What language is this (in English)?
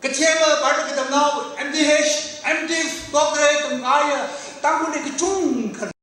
Tangkhul Naga (India)